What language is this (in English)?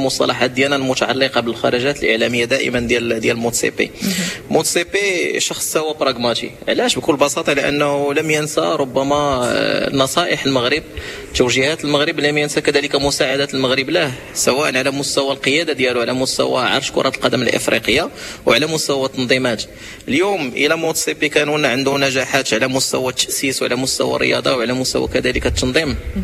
Moroccan Arabic